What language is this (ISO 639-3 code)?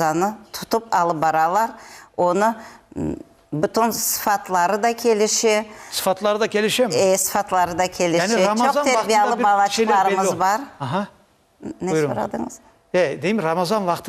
crh